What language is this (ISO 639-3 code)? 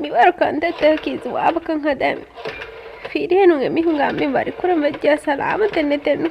div